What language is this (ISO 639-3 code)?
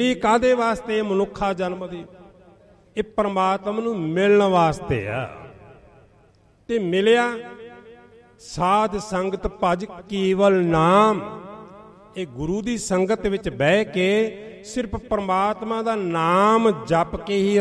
pan